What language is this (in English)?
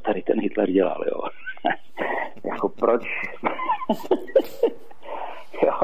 Czech